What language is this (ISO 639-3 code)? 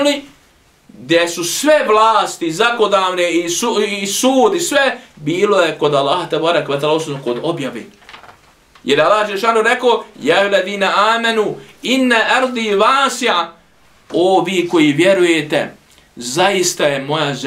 bos